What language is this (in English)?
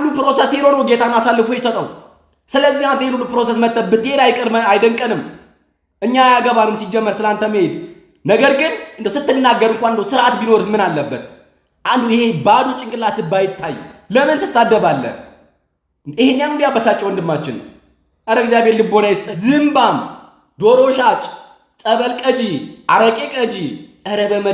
Amharic